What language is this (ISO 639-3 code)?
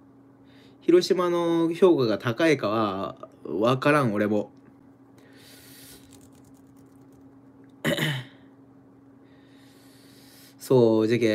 jpn